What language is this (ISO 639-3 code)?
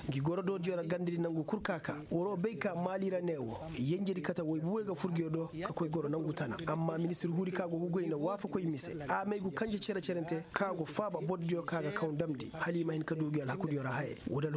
ses